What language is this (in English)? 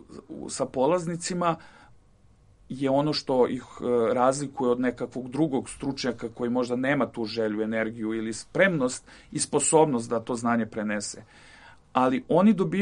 Serbian